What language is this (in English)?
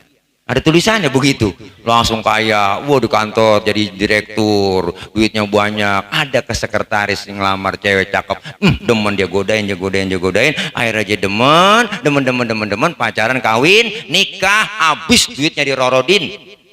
Betawi